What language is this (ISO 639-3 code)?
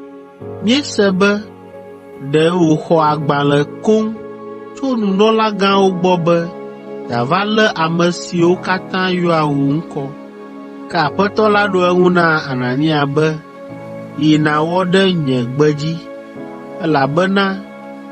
ewe